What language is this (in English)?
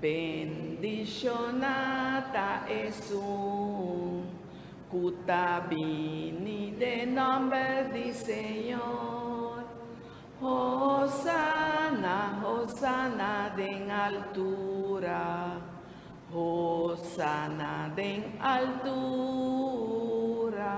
Papiamento